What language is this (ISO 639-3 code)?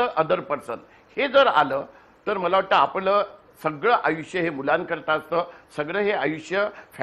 mar